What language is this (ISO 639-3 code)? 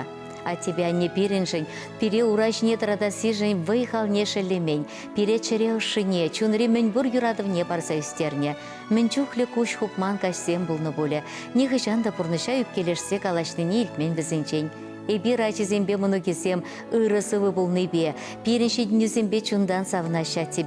chv